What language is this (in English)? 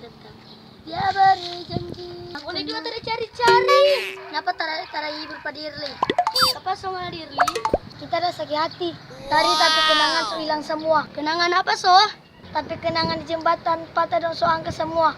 Manado Malay